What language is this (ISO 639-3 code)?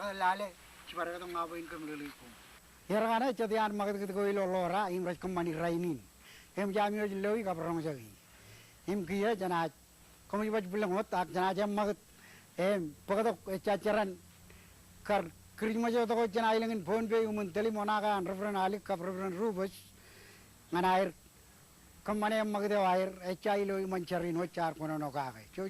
mah